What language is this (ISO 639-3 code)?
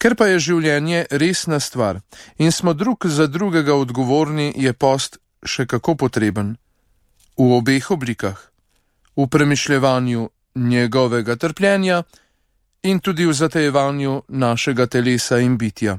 slv